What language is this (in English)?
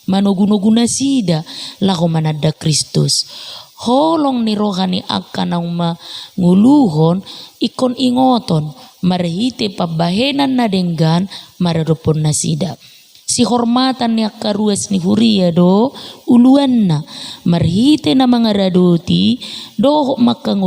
Batak Toba